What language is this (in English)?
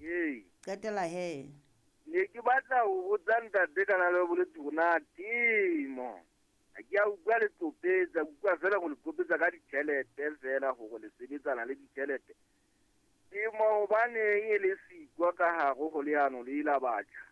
Southern Sotho